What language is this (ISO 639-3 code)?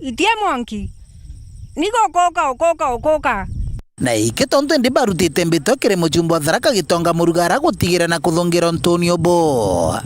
mer